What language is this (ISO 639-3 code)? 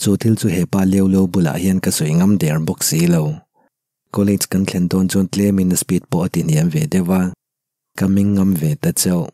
lus